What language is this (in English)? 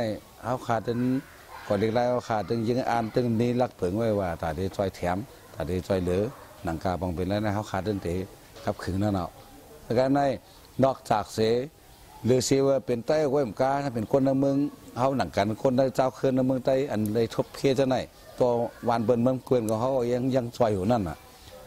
Shan